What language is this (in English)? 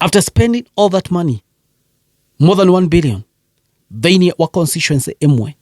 Kikuyu